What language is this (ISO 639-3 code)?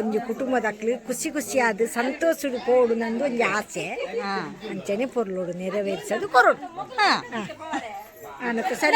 tcy